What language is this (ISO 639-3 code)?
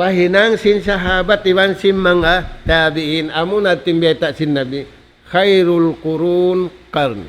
tsg